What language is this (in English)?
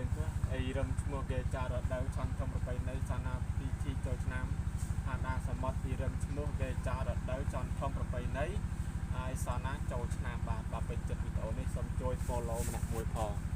Khmer